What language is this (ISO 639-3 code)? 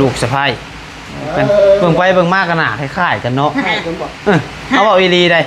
tts